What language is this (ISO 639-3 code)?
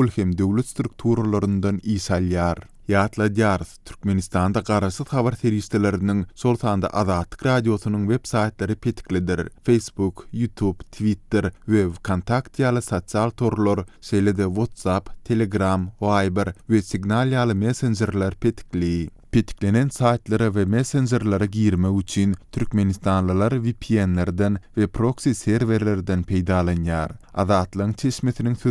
tuk